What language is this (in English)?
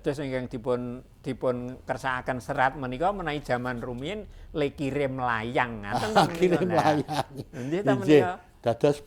Javanese